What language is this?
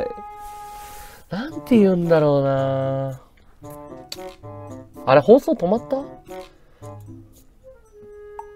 Japanese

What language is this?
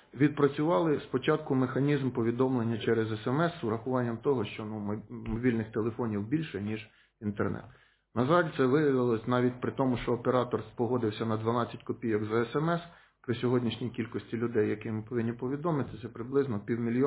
Ukrainian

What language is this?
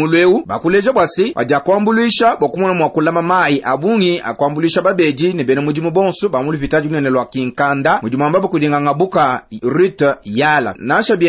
Luba-Lulua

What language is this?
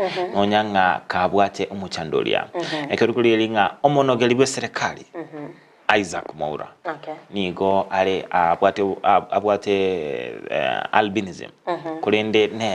Gusii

